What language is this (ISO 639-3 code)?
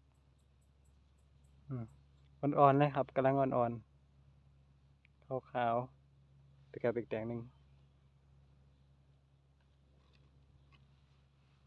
tha